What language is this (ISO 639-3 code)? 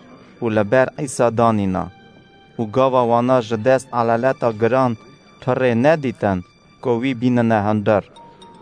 kur